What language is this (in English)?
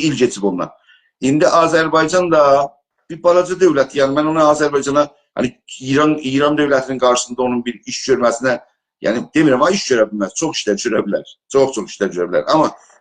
South Azerbaijani